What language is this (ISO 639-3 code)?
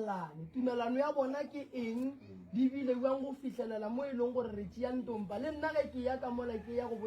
nso